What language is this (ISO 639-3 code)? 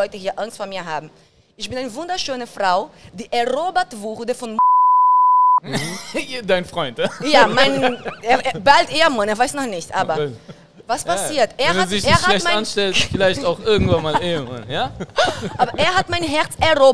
deu